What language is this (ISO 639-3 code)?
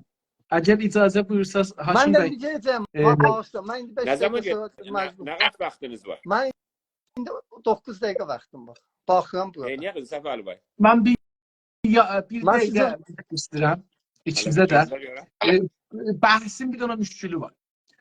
azb